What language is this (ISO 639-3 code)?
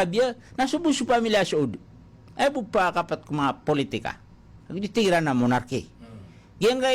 mrw